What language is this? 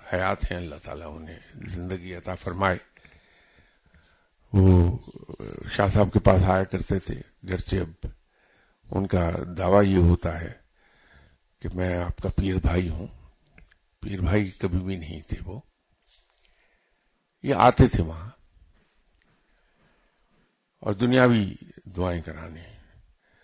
Urdu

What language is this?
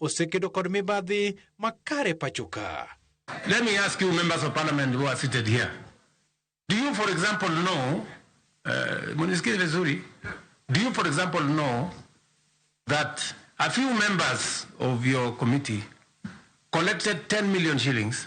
Luo (Kenya and Tanzania)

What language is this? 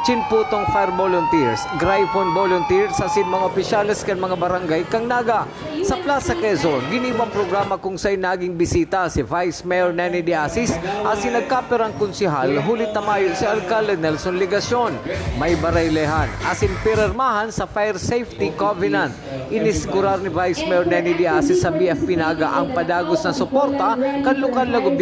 Bikol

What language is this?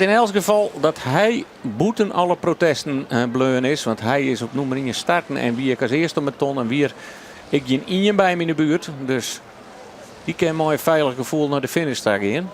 Western Frisian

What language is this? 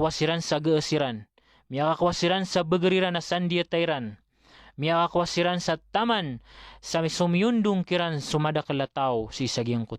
Maranao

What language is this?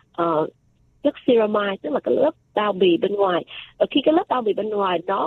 Vietnamese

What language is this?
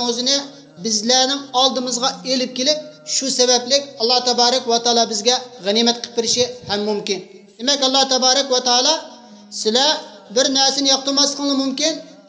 Uyghur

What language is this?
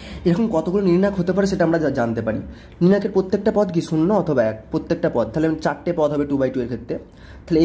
Bangla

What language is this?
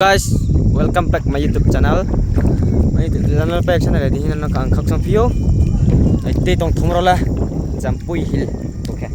Riang (India)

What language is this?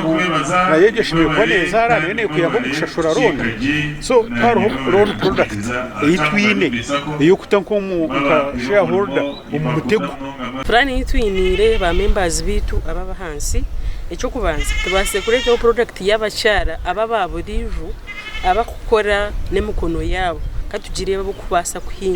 Nyankole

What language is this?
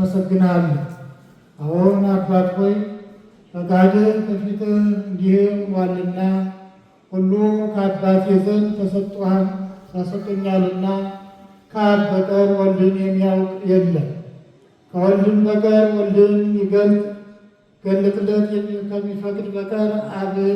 Amharic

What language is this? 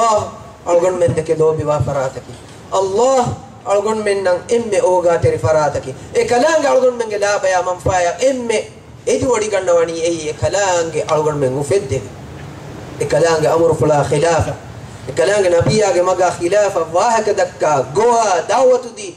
Divehi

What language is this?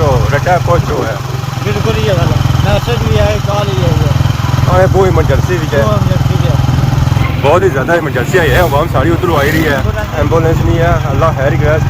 Pahari-Potwari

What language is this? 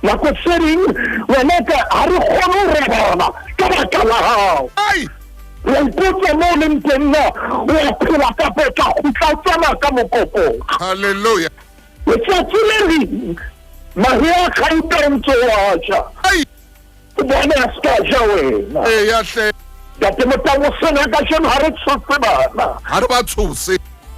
Southern Sotho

